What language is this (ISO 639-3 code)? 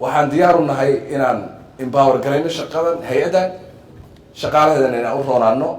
som